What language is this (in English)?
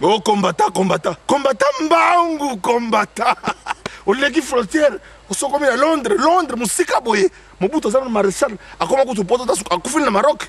Lingala